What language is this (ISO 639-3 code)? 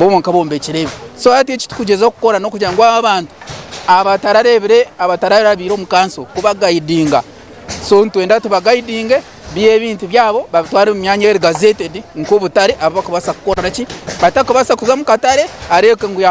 nyn